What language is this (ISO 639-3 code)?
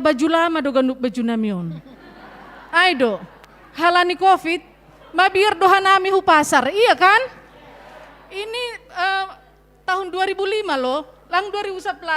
bts